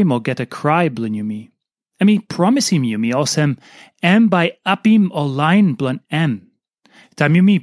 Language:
Tok Pisin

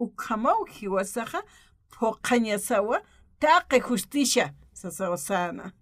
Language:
Aymara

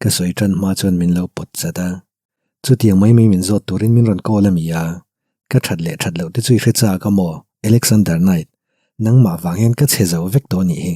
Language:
Mizo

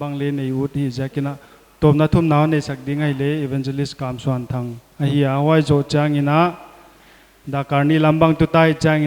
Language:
Paite Chin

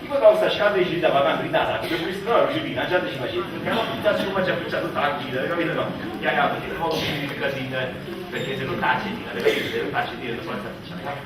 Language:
Neapolitan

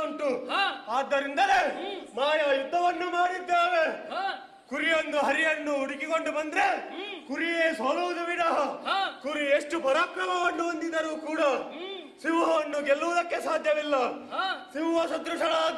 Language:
Kannada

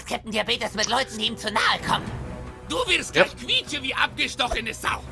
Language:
Swiss German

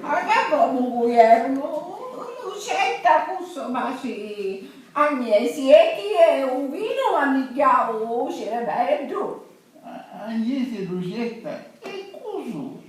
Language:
Sicilian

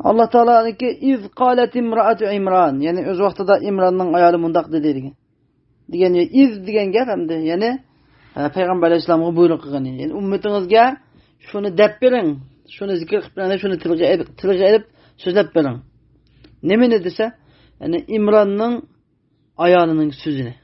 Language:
Uyghur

